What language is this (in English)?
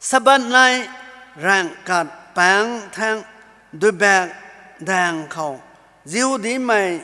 Rongmei Naga